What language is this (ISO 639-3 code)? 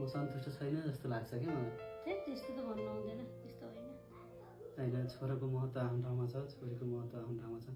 nep